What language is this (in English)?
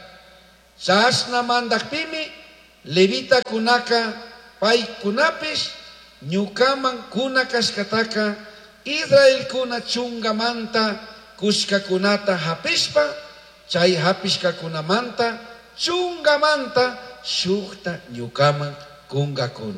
Chimborazo Highland Quichua